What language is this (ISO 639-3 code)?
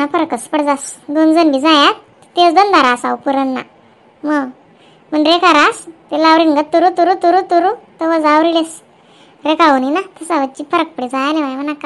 khn